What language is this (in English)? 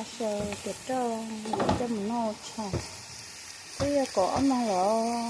Hmong